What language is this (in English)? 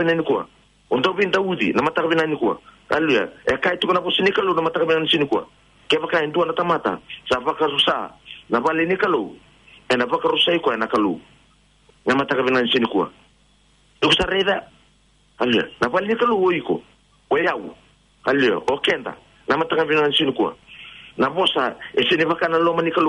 Fijian